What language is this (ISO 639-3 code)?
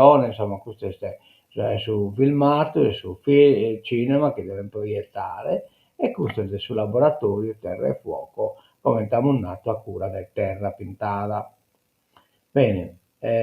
srd